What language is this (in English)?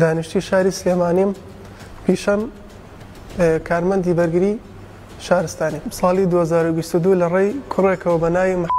Central Kurdish